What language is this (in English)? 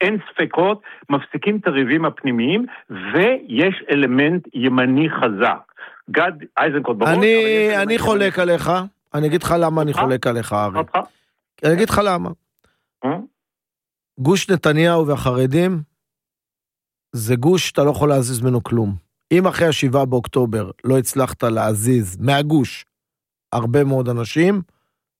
Hebrew